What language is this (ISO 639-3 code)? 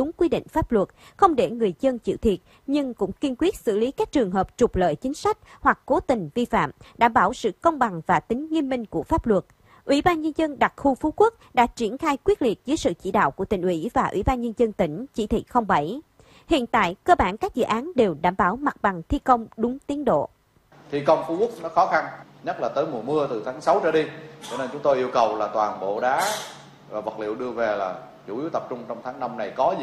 vie